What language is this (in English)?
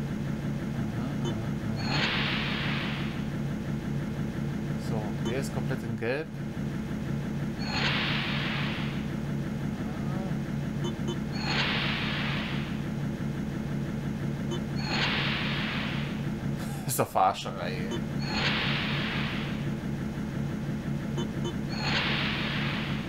German